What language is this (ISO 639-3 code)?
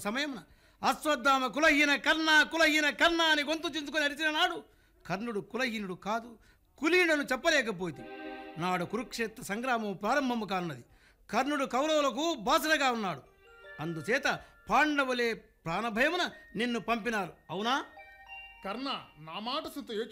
tel